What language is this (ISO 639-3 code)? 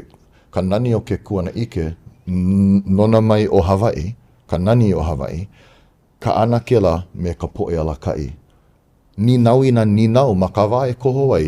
haw